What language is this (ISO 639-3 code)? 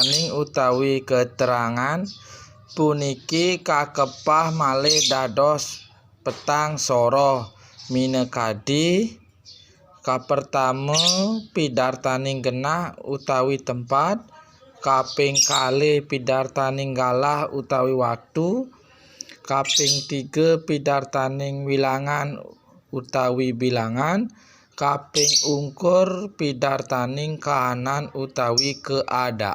ban